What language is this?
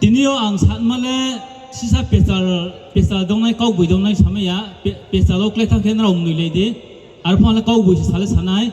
Riang (India)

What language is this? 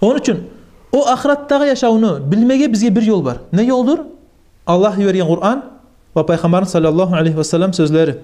Kumyk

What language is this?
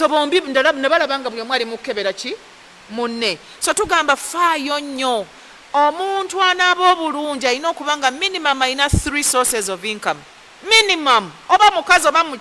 Ganda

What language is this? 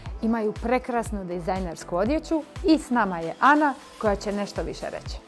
Croatian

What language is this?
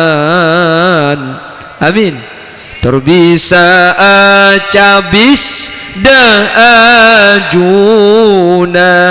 Madurese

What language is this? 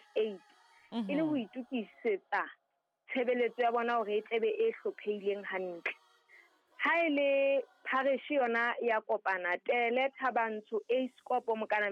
Southern Sotho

